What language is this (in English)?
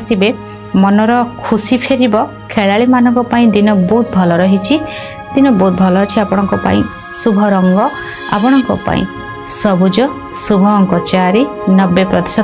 Odia